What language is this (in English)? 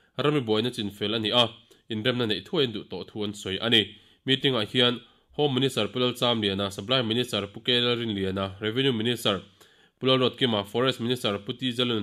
Mizo